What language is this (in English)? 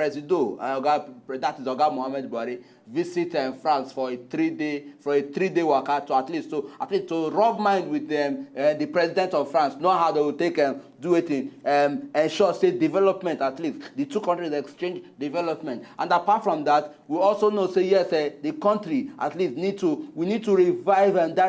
Nigerian Pidgin